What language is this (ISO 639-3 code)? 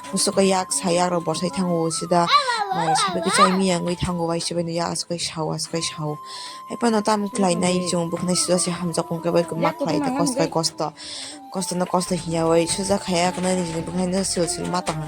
trp